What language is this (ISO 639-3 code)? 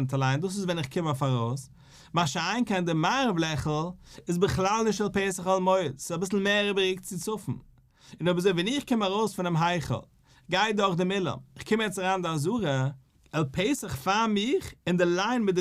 yid